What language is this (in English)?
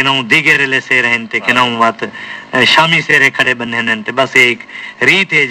Saraiki